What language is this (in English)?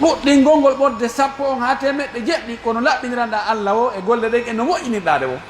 Pular